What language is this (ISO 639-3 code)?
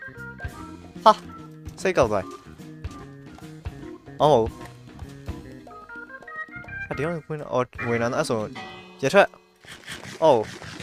mya